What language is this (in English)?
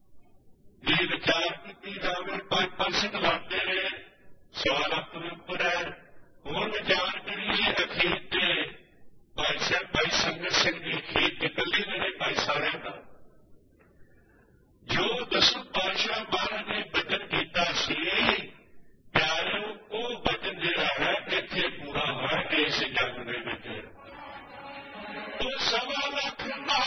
Punjabi